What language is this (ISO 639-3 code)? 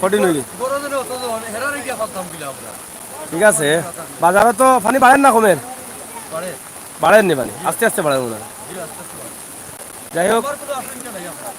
syl